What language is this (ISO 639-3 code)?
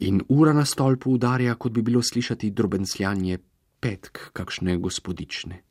slv